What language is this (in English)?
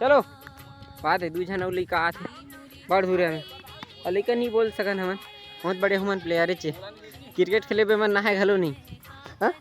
Chhattisgarhi